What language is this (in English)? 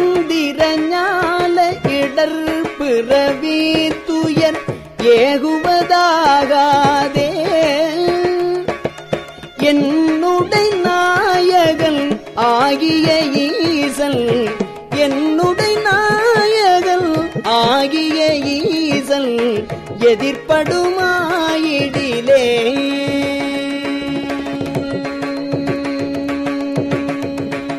Tamil